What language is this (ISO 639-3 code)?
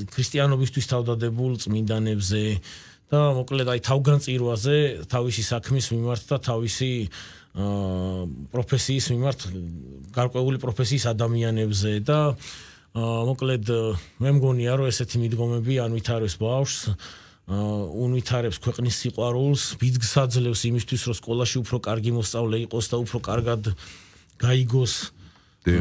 kat